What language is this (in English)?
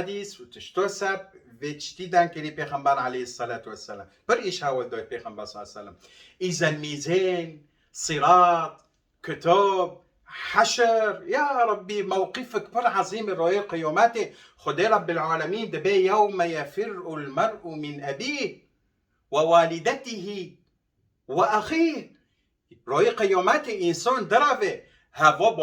Kurdish